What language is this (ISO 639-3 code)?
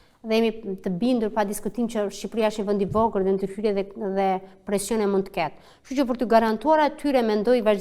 sqi